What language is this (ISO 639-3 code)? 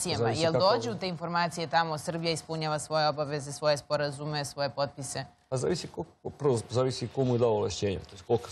srp